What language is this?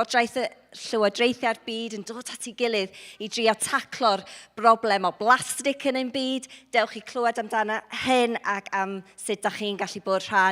Welsh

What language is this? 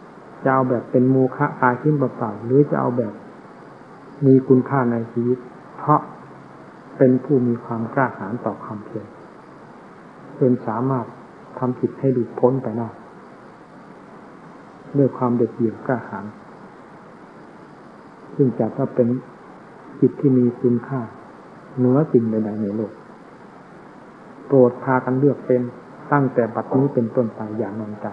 Thai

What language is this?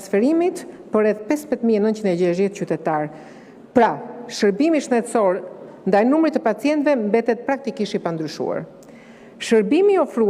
Albanian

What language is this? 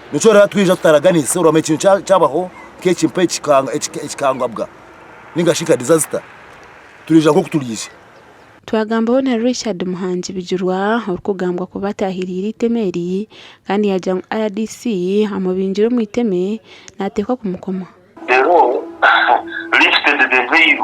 Nyankole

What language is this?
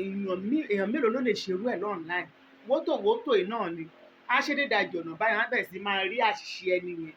Yoruba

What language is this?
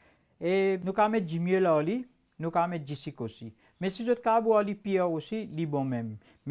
Morisyen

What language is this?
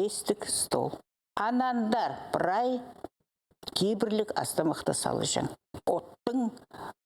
Khakas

